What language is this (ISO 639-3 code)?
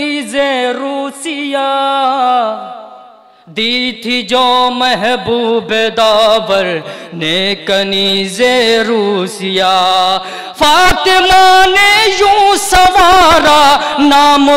urd